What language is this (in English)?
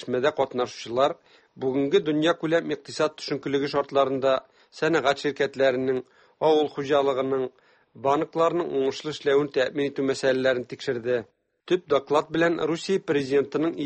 Tatar